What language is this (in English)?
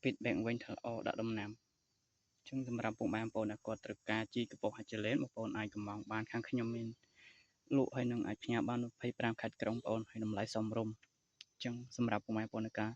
Khmer